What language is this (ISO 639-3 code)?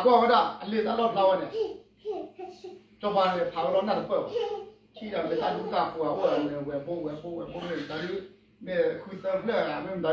ksw